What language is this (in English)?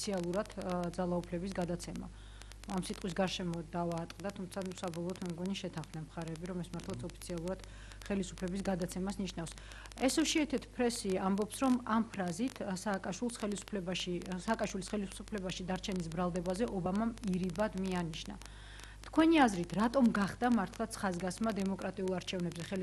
Georgian